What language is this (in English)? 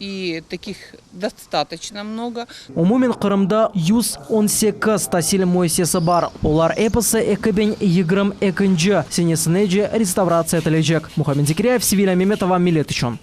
Crimean Tatar